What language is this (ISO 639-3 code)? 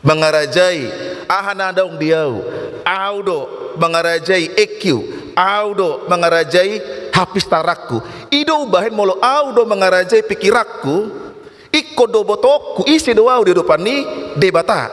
bbc